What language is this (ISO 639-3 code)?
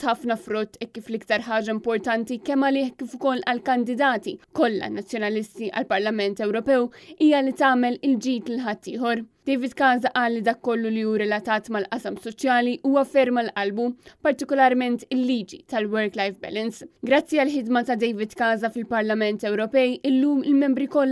mlt